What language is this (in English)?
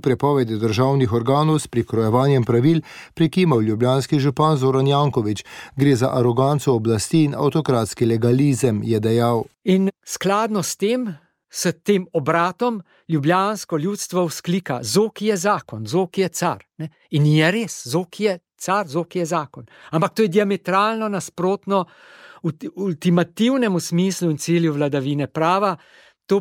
Slovenian